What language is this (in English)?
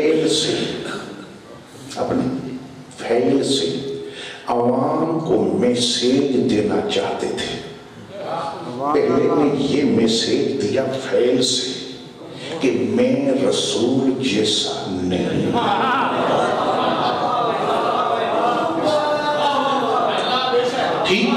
Urdu